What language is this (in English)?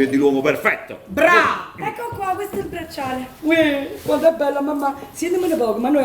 Neapolitan